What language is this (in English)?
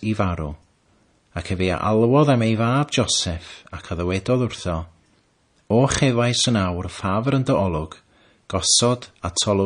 Welsh